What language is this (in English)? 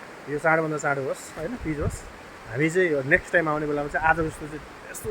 Nepali